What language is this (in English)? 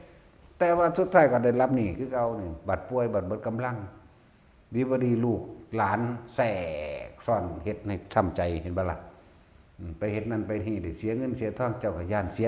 Northeastern Thai